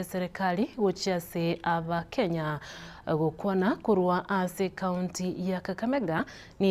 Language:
Gusii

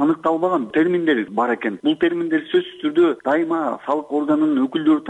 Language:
Kyrgyz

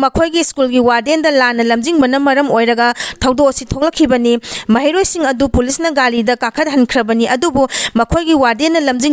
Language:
Manipuri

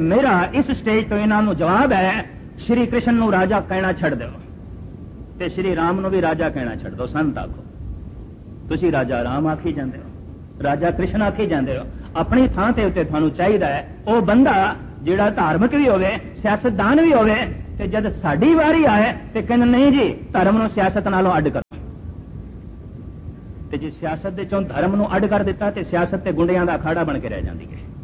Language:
Punjabi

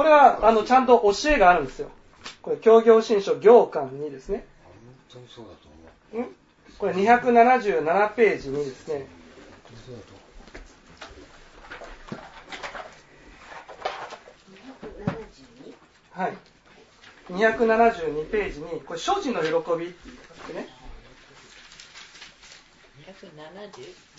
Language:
Japanese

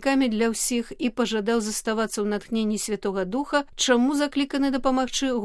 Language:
Belarusian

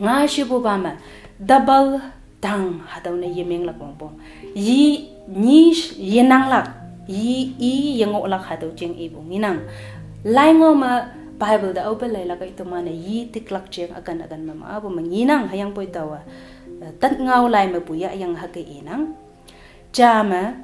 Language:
Konyak Naga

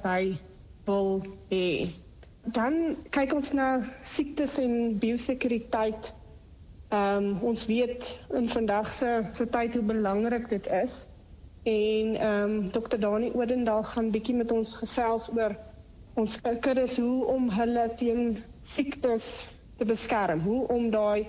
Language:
Afrikaans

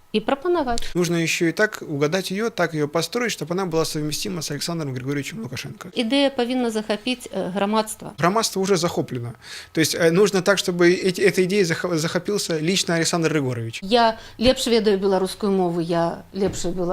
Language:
Belarusian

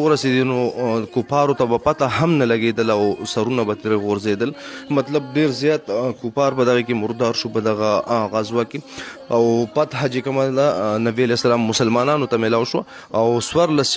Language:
Pashto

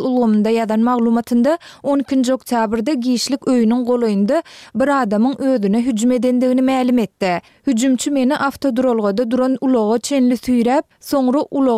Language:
Turkmen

